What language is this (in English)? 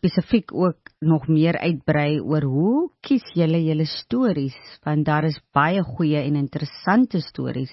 Afrikaans